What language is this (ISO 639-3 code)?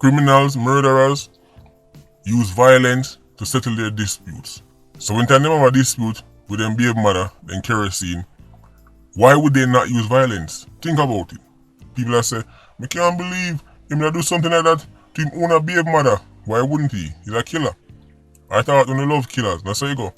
jam